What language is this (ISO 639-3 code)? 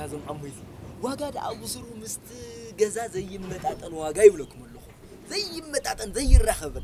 tir